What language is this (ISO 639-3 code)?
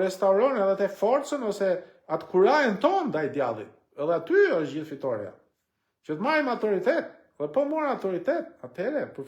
sqi